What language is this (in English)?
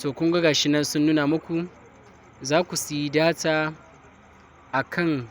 Hausa